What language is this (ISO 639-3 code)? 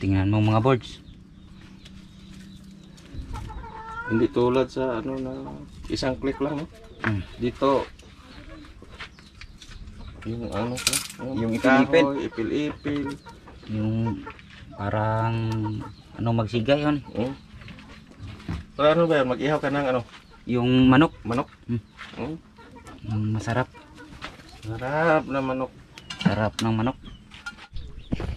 fil